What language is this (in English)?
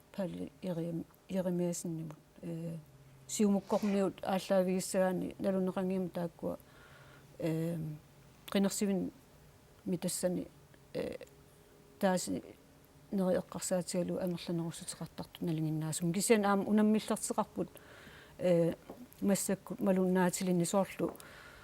Kalaallisut